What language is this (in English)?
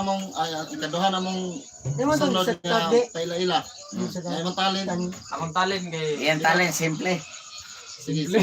Cebuano